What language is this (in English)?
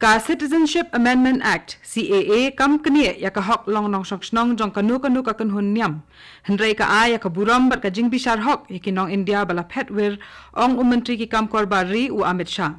Khasi